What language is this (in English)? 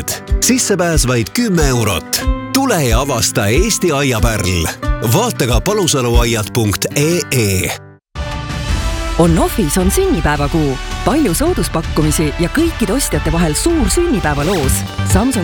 Estonian